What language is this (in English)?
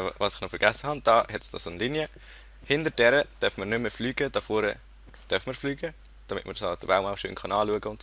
Swiss German